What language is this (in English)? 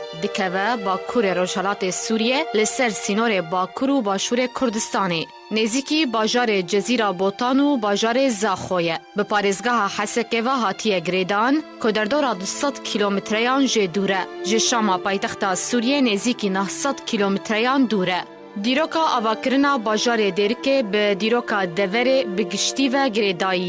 Kurdish